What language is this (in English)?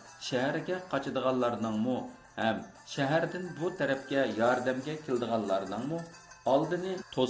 Uyghur